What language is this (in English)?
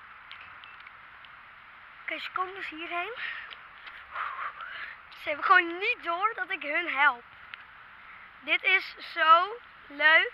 Dutch